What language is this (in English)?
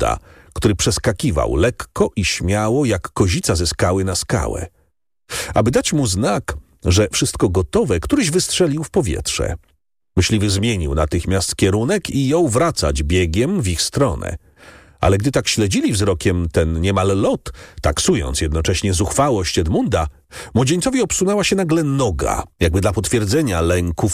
Polish